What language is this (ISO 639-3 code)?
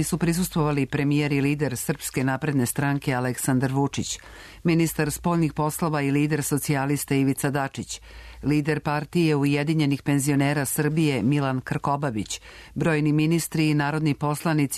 srp